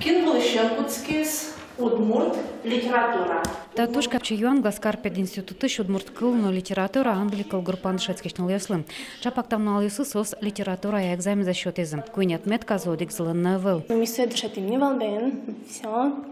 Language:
Udmurt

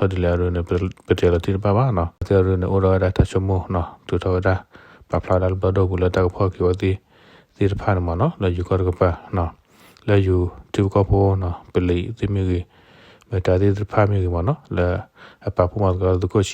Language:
S'gaw Karen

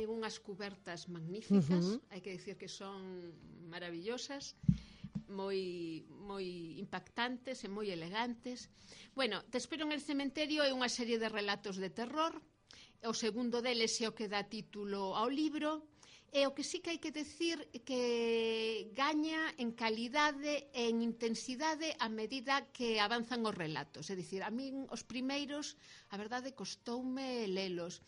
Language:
Galician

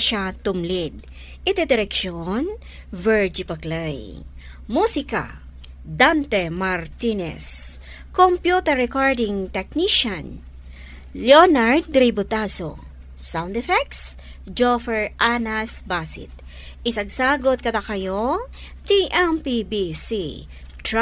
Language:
Iloko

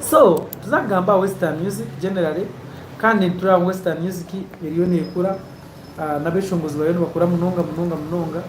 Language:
Nyankole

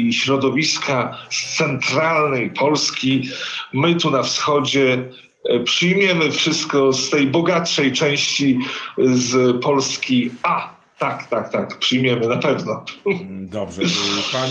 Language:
Polish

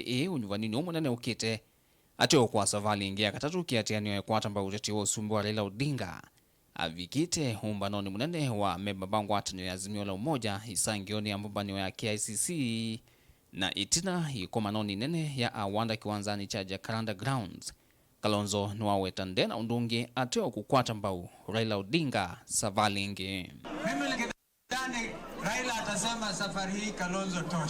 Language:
Kamba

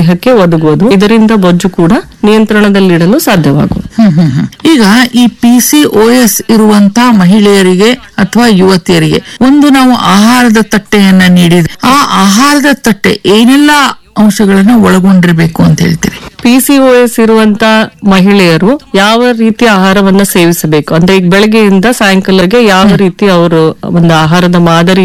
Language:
Kannada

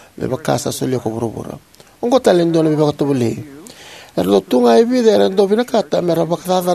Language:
Fijian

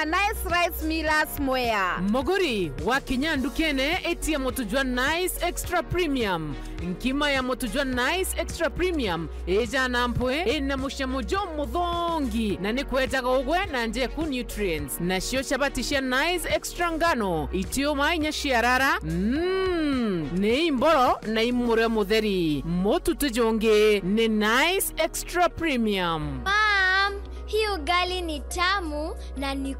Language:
Meru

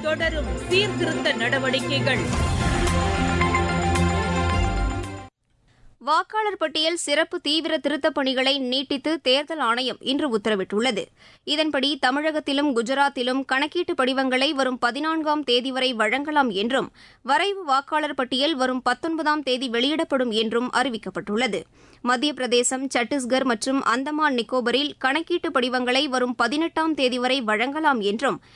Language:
Tamil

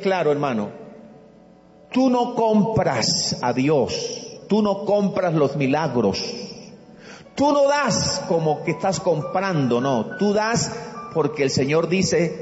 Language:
Spanish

